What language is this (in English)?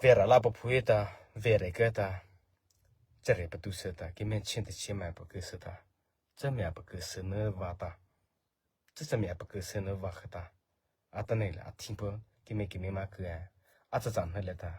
Mara Chin